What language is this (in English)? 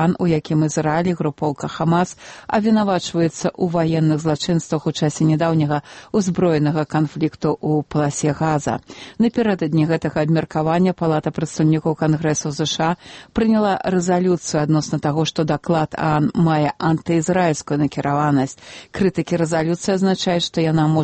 Belarusian